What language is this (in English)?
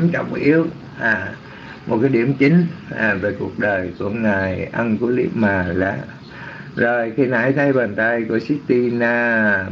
Vietnamese